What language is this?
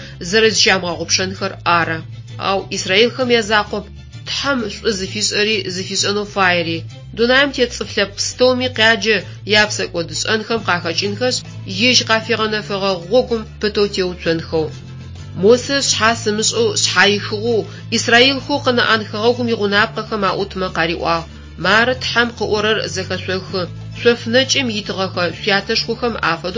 Adyghe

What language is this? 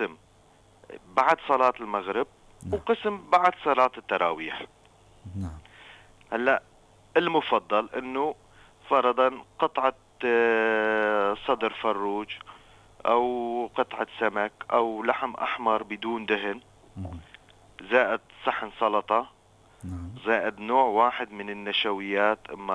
North Levantine Arabic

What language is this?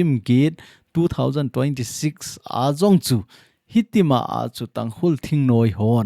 Thado Chin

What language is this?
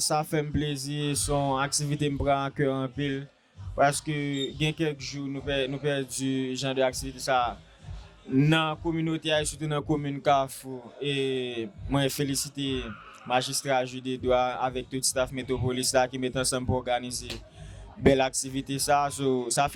Haitian Creole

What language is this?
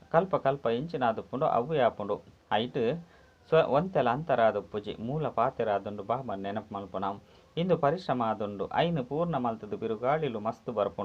Tulu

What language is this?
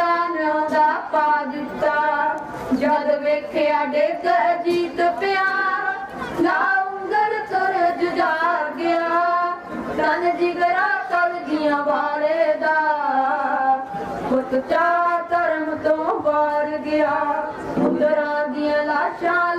Punjabi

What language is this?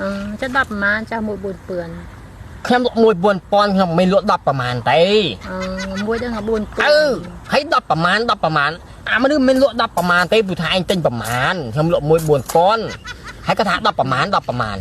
Khmer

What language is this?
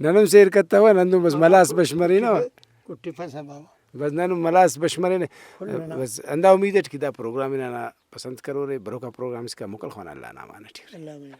Brahui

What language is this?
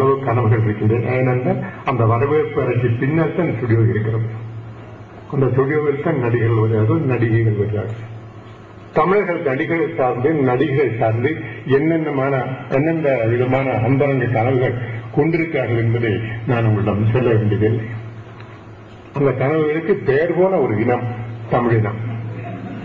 Tamil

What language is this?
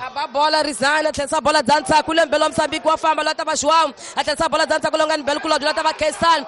Tsonga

